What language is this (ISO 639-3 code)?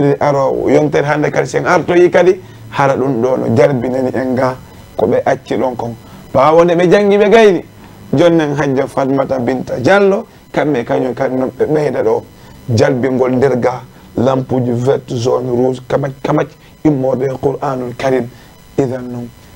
ful